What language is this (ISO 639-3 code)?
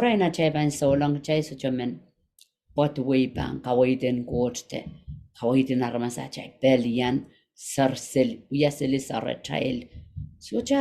pon